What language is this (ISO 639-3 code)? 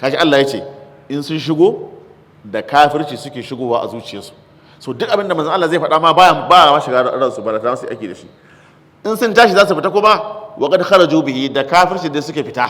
hau